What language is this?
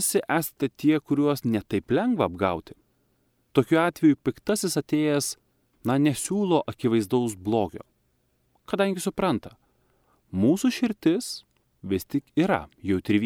Lithuanian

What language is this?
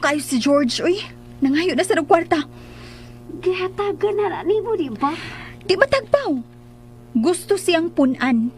Cebuano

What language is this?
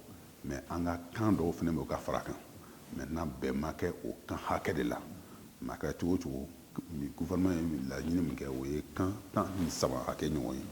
Bambara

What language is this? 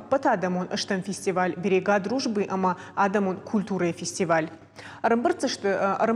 Ossetic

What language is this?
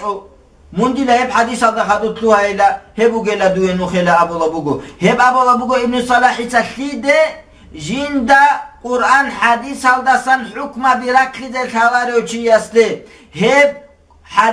Avaric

